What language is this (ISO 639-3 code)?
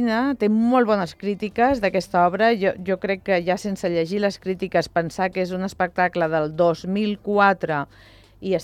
cat